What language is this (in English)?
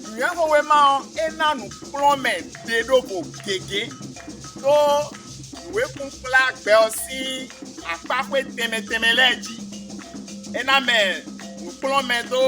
Fon